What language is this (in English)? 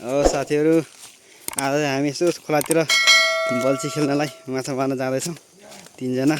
Nepali